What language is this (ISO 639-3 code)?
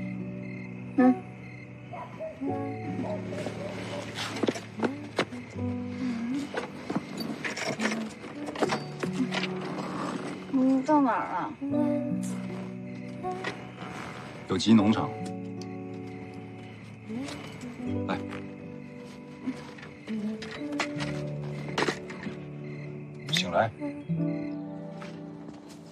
zho